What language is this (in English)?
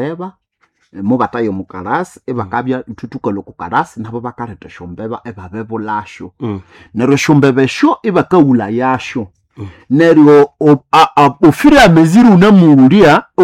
Nande